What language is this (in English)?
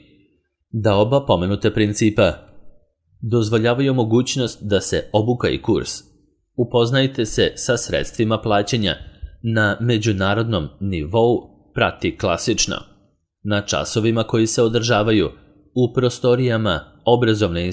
Serbian